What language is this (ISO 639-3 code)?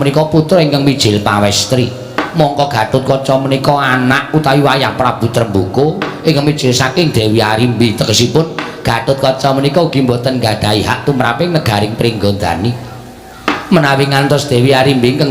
jav